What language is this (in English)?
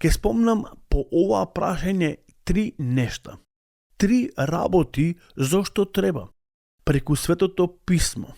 Macedonian